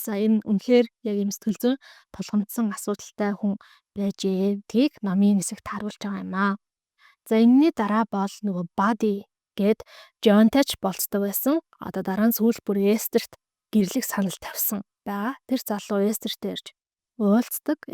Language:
Mongolian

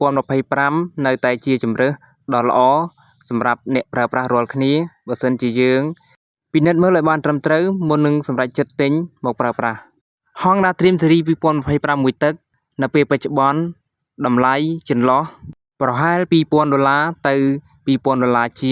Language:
Khmer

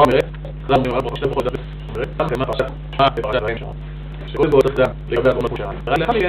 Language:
Hebrew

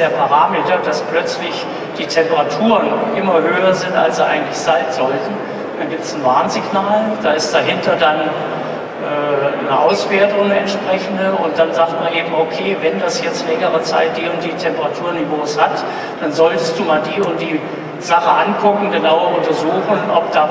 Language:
German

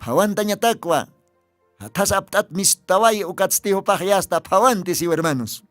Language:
Aymara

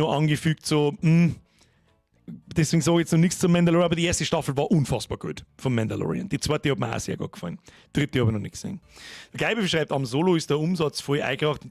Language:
Bavarian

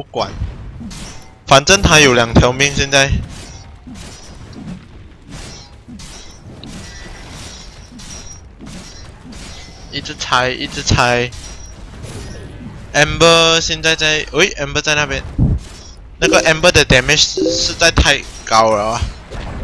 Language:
Chinese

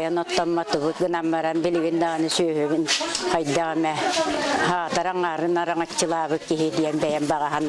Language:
Yakut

